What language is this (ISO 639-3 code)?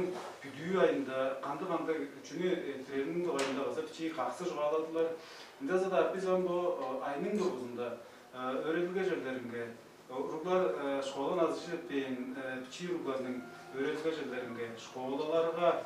tyv